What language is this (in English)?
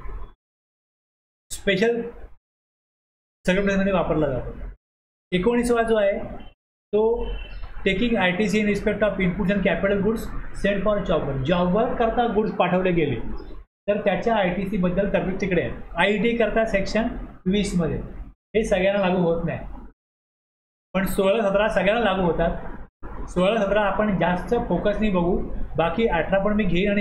Marathi